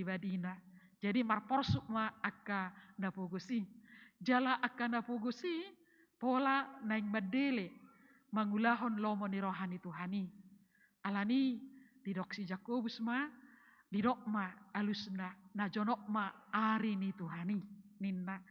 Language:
Batak Toba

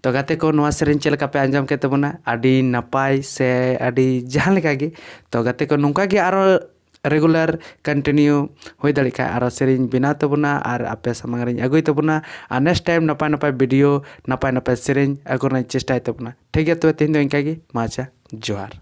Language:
Santali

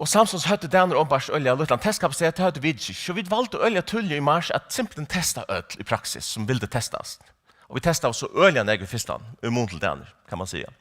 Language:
Faroese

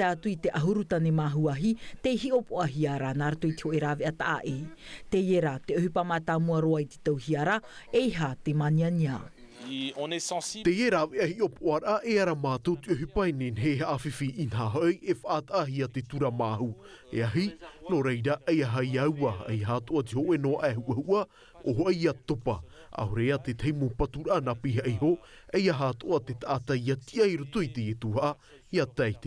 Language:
Tahitian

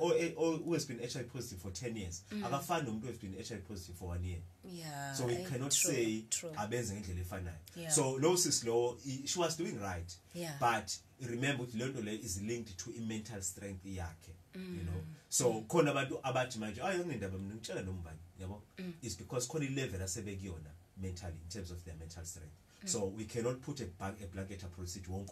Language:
Zulu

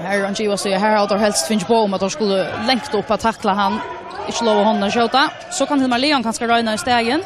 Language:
Faroese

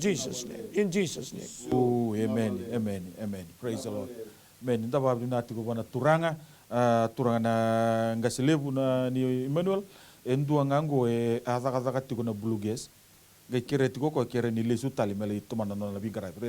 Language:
Fijian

